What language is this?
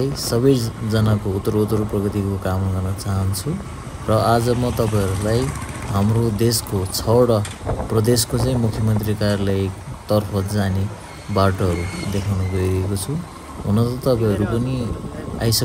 Nepali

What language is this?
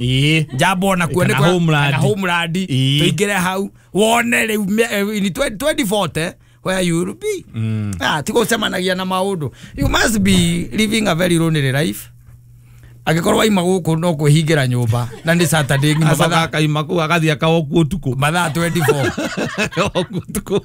Kikuyu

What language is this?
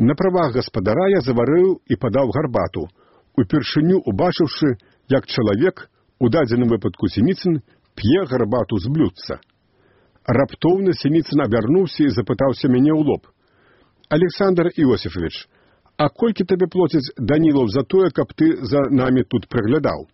Belarusian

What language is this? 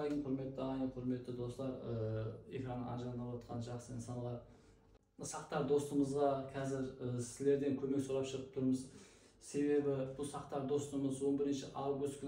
Kara-Kalpak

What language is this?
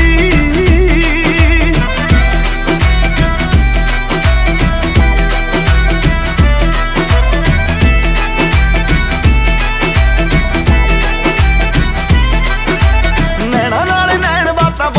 Punjabi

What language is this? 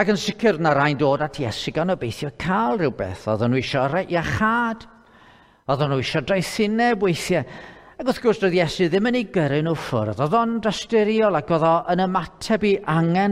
Welsh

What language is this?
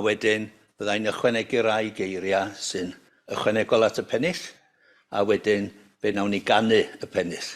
Welsh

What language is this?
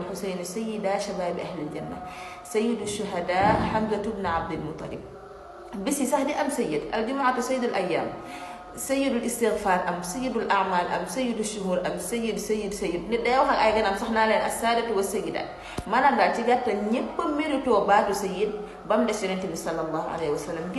Wolof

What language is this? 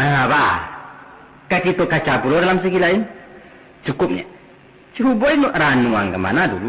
Minangkabau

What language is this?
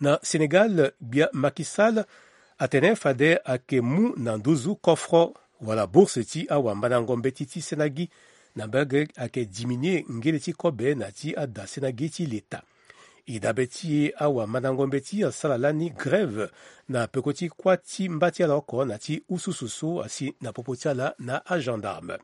Sango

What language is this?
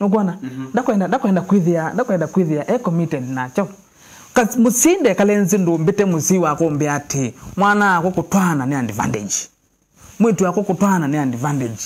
Kamba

